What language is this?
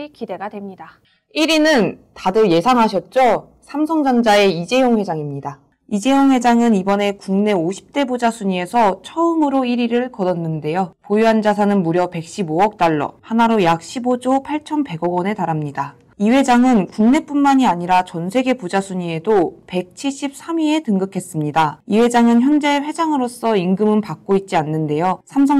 Korean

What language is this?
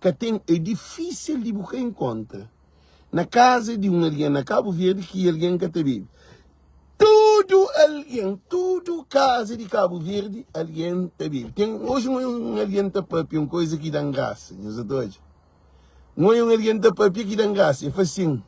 Kabuverdianu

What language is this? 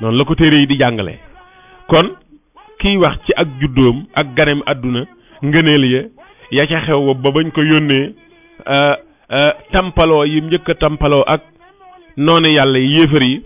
Wolof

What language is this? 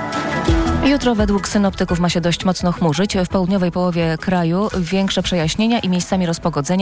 Polish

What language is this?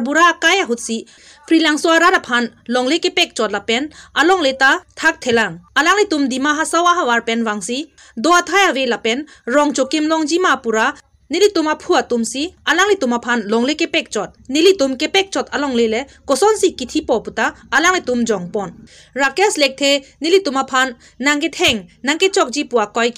Karbi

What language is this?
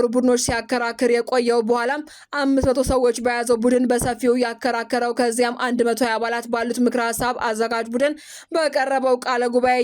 Amharic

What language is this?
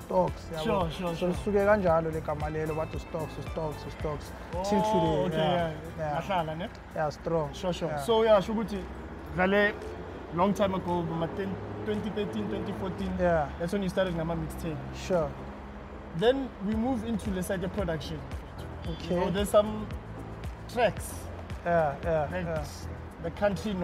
Zulu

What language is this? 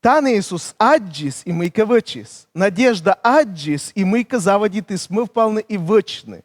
Komi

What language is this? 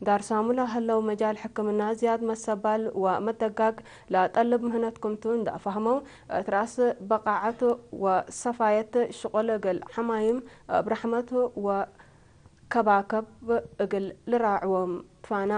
Tigre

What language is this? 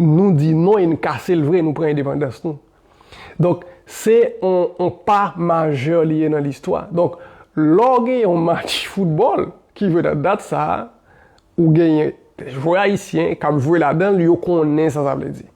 Haitian Creole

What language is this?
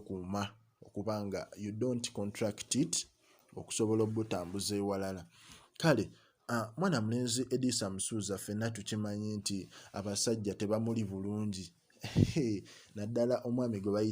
Ganda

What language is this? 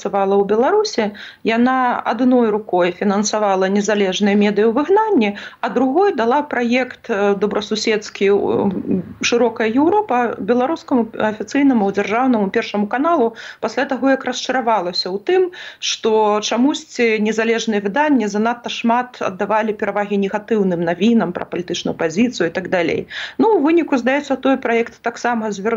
Belarusian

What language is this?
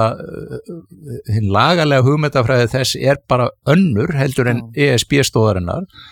Icelandic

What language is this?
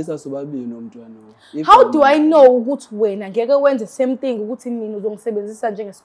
Zulu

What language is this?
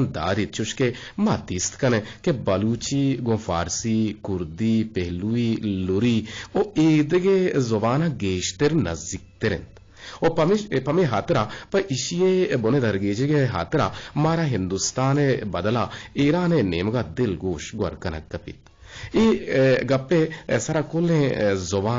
Eastern Balochi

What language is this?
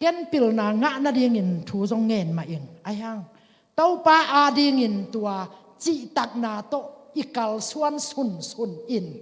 Tedim Chin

